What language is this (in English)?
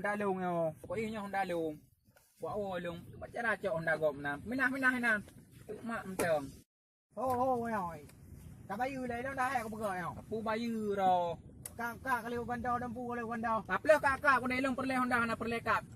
Achinese